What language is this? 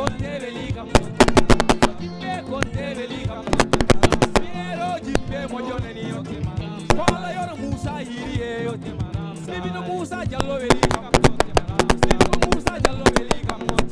Fula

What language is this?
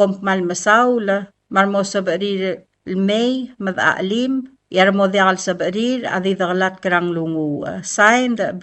Palauan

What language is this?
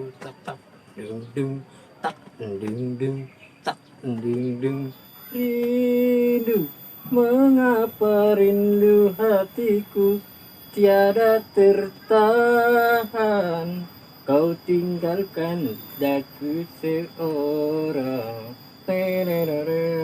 Betawi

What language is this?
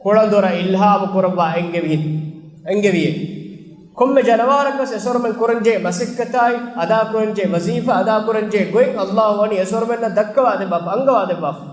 Divehi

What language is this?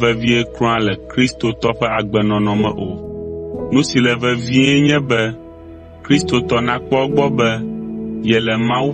Ewe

